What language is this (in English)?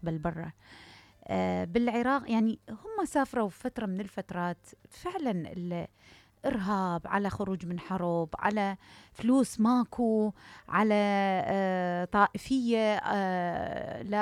Mesopotamian Arabic